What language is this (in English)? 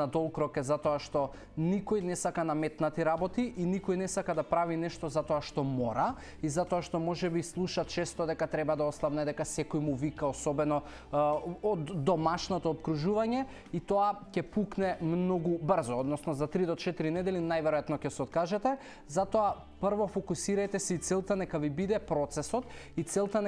Macedonian